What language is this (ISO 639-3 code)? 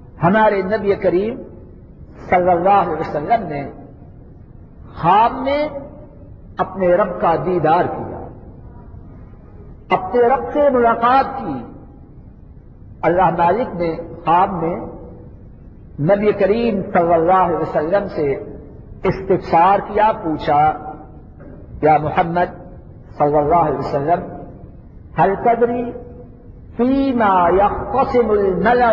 urd